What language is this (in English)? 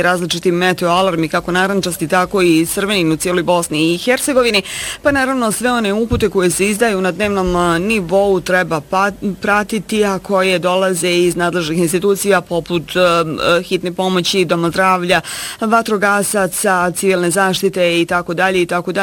Bosnian